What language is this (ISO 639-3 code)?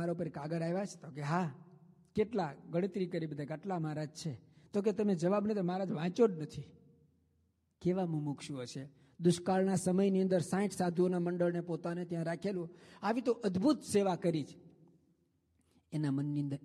guj